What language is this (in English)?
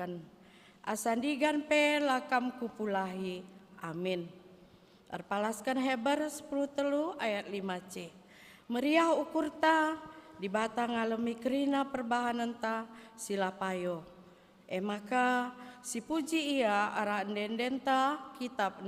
Batak Karo